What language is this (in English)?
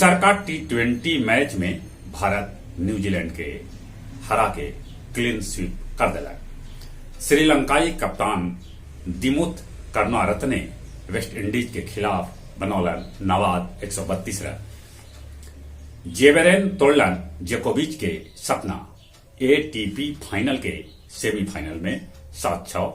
Magahi